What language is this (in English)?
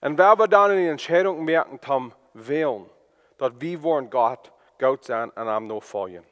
Plautdietsch